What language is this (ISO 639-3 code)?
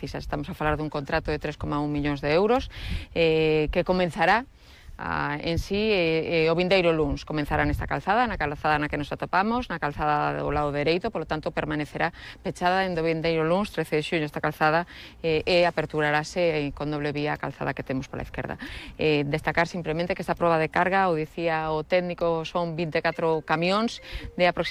glg